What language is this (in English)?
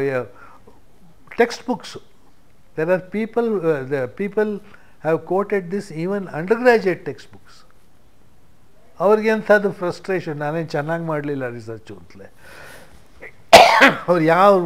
Kannada